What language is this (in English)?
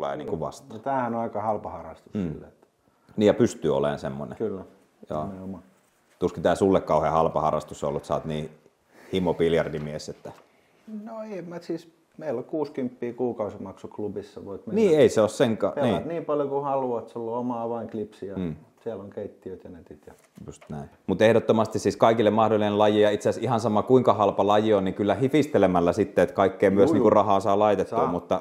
Finnish